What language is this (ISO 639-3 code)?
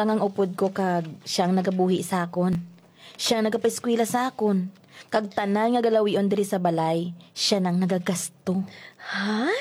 hil